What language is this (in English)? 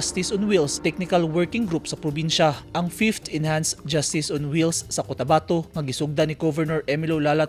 Cebuano